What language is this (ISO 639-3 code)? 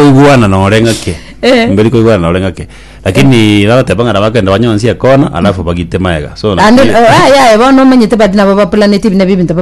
guz